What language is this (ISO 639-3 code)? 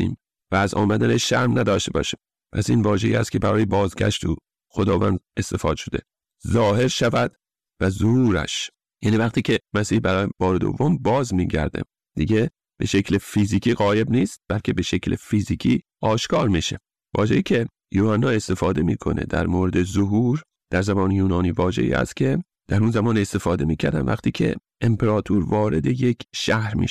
fas